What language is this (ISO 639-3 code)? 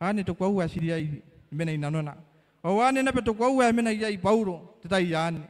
gil